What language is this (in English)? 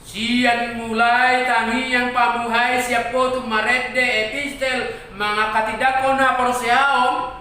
Batak Toba